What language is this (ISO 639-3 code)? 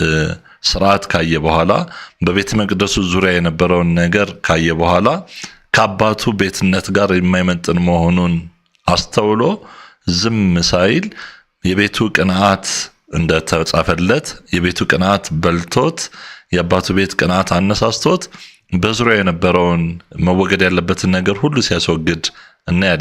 amh